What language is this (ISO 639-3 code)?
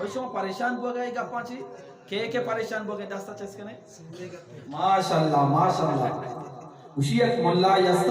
bgp